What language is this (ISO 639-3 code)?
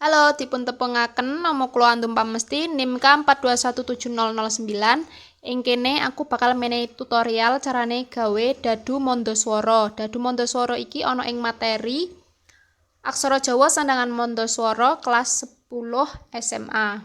jav